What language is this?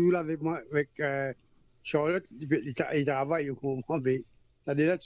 Morisyen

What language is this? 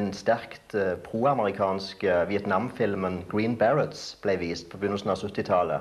Norwegian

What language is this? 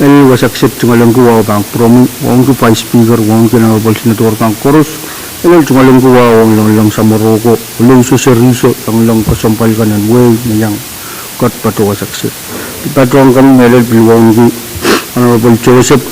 Pohnpeian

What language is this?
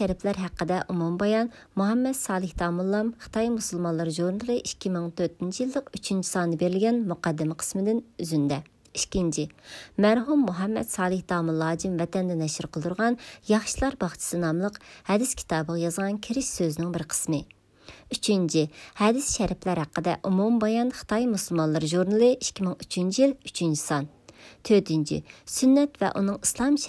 Uyghur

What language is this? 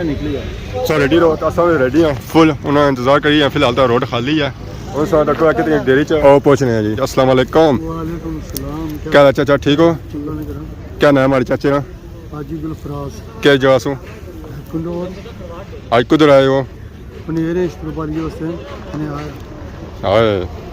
Pahari-Potwari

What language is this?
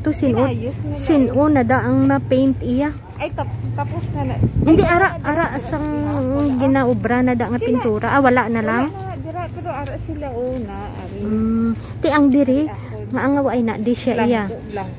Hiligaynon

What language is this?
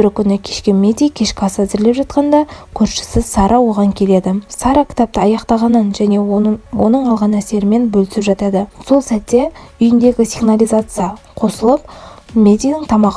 Kazakh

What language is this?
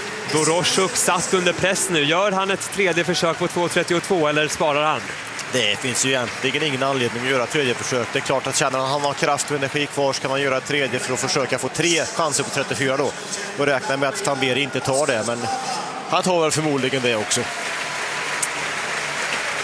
Swedish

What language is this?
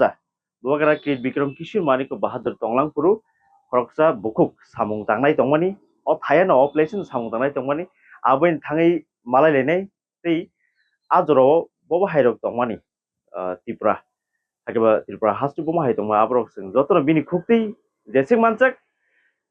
Kok Borok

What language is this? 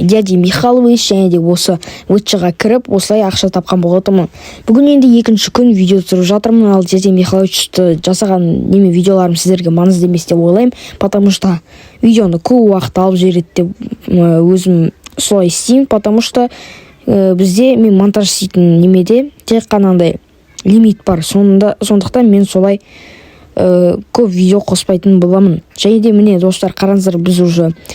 Kazakh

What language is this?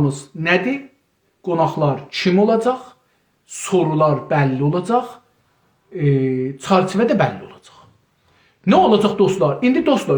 South Azerbaijani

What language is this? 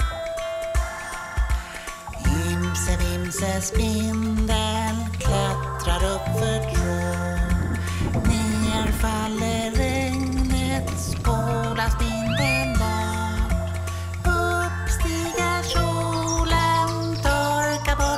Swedish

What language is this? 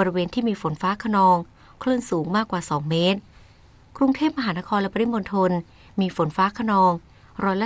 Thai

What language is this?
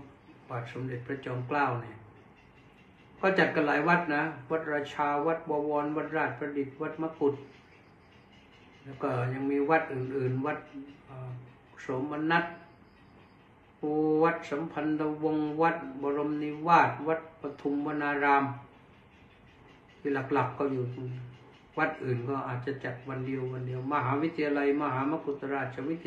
Thai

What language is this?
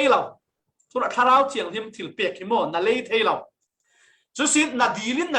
Falam Chin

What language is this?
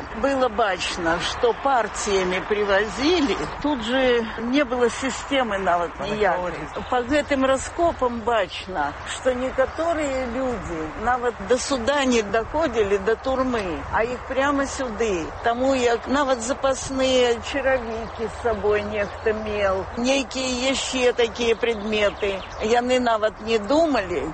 Belarusian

